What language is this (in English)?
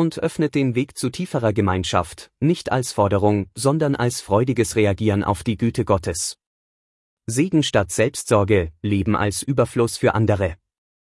German